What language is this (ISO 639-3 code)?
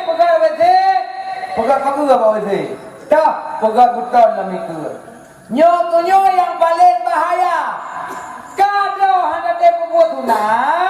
ace